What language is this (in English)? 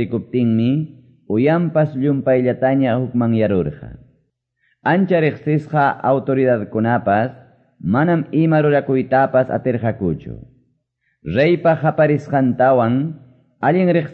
Quechua